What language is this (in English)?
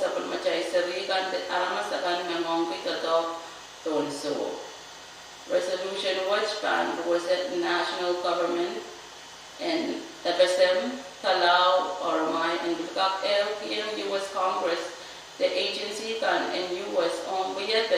Pohnpeian